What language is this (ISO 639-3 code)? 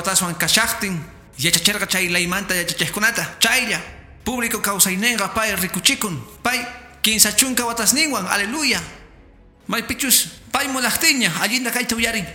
que